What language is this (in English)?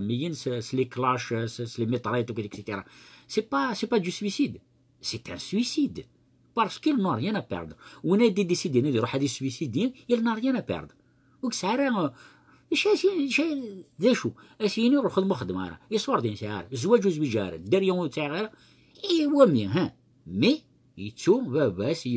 Kabyle